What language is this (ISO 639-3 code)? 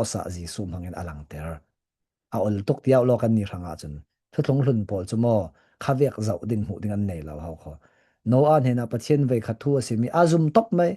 cfm